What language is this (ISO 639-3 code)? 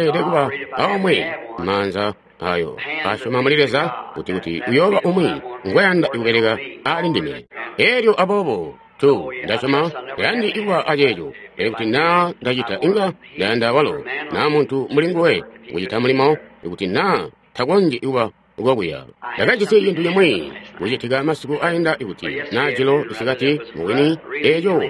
toi